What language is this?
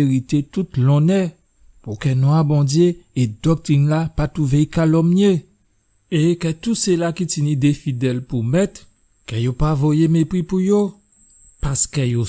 Guadeloupean Creole French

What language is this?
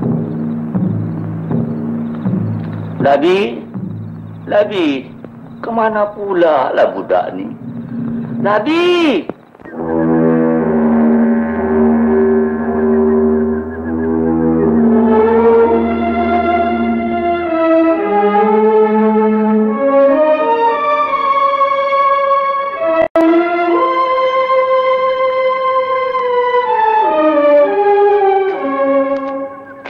Malay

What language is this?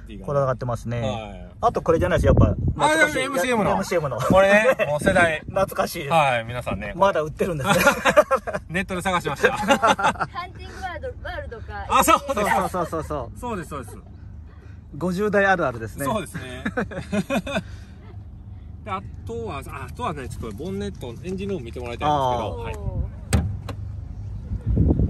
Japanese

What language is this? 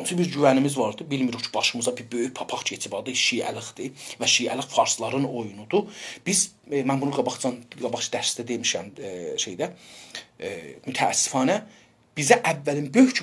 South Azerbaijani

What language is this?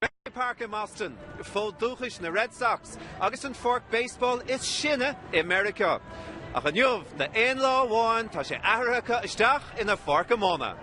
Irish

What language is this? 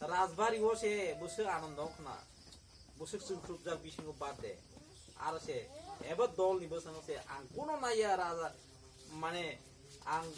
Kok Borok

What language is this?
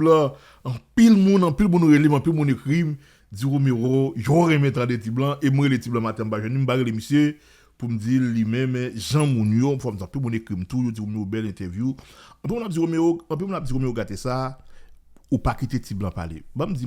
Haitian Creole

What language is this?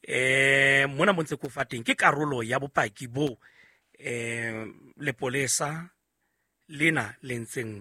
Southern Sotho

